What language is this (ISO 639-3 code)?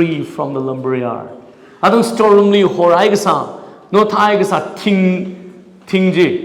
nmf